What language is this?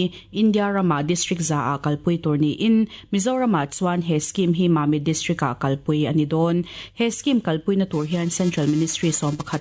Mizo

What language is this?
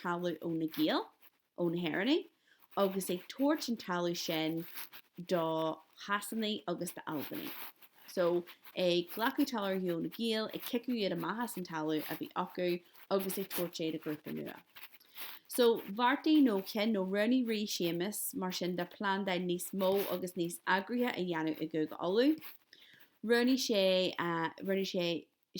Irish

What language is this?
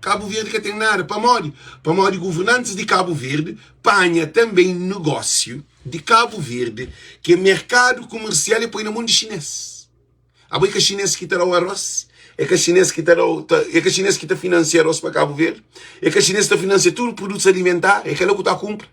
Kabuverdianu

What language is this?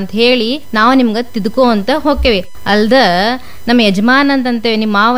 Kannada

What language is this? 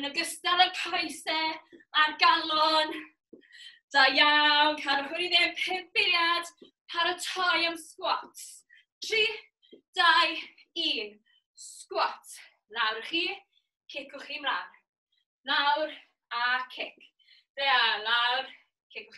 Welsh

